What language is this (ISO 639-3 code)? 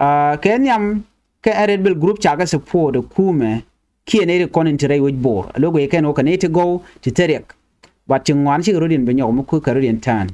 nus